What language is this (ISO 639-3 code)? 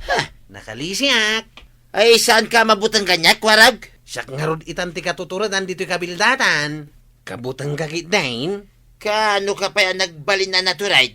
ilo